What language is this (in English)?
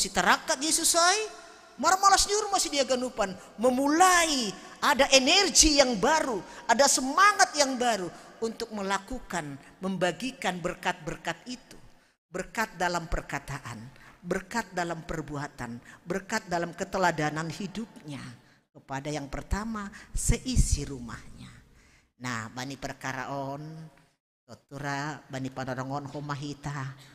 Batak Simalungun